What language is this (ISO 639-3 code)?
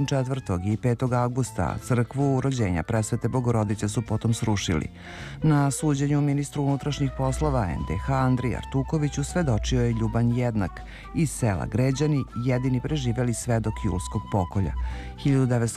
srp